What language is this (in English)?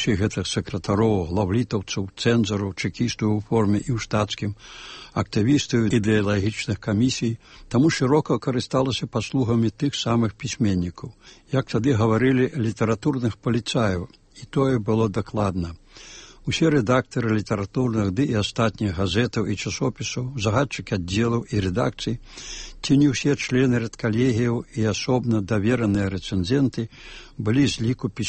Belarusian